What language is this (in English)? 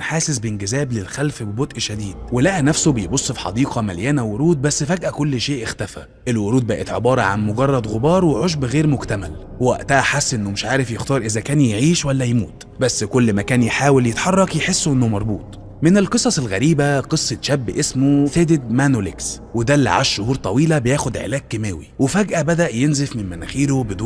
Egyptian Arabic